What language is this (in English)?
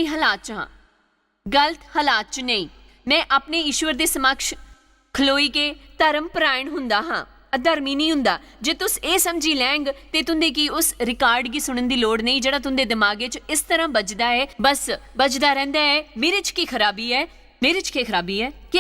Dogri